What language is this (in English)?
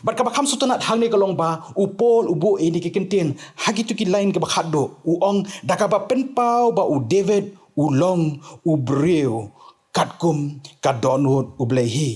Khasi